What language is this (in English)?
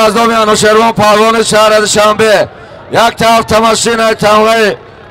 Tajik